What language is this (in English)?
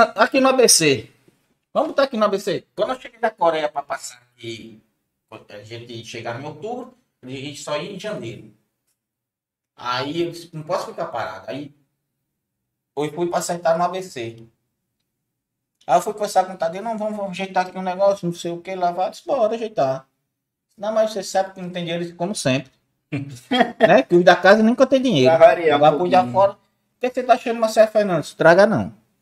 Portuguese